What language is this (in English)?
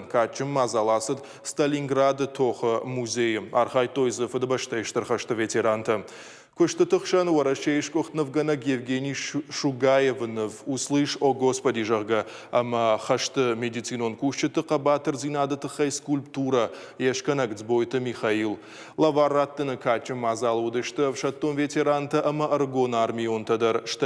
Ossetic